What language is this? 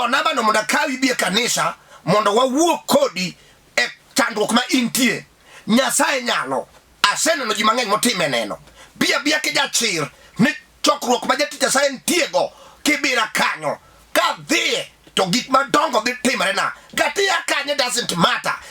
Luo (Kenya and Tanzania)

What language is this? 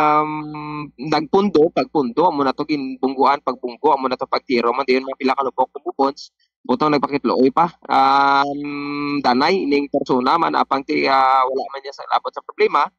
Hiligaynon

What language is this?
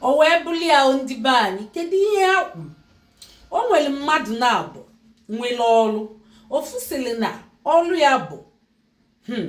Igbo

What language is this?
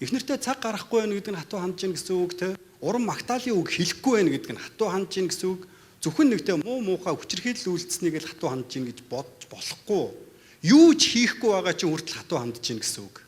Mongolian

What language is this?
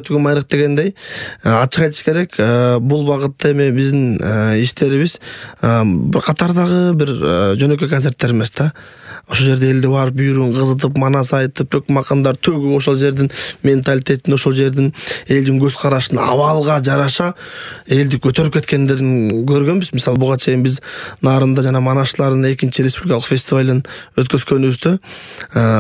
Kyrgyz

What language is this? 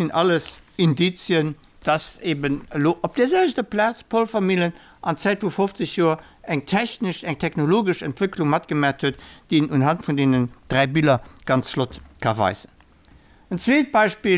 Luxembourgish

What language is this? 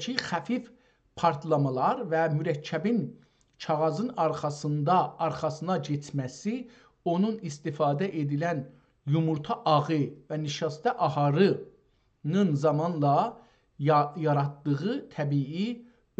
South Azerbaijani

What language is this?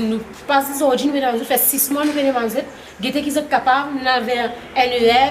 Morisyen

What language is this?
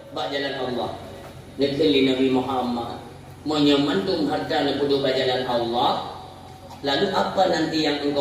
Achinese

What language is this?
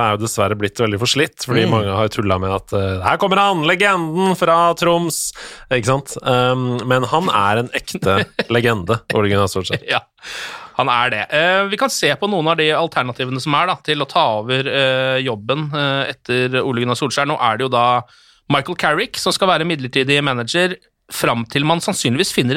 Norwegian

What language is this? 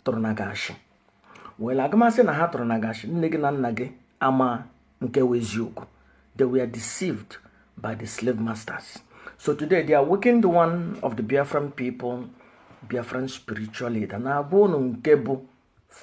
Igbo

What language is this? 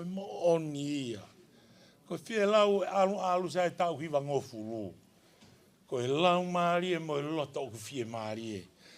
Tongan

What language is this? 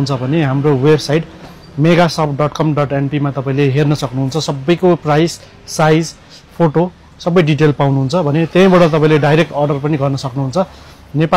Nepali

